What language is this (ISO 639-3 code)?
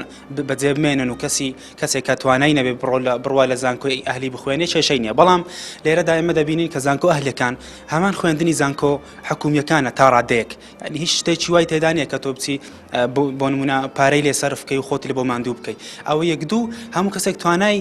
ckb